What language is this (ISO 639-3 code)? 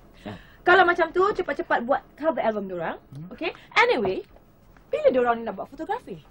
msa